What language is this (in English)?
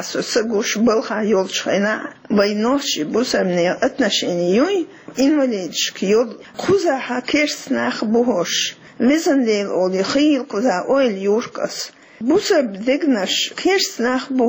Chechen